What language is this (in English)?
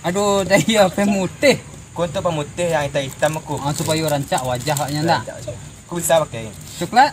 Minangkabau